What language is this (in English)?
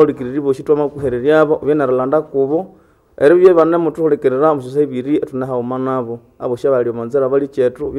Nande